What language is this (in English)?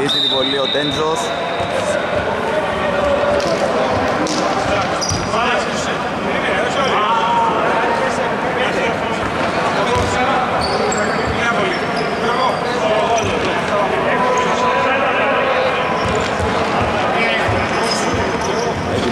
Greek